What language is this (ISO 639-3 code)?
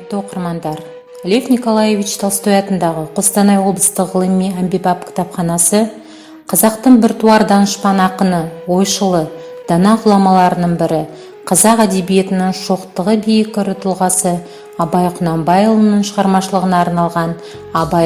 kaz